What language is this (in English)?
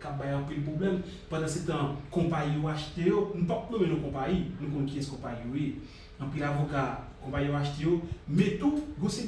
Haitian Creole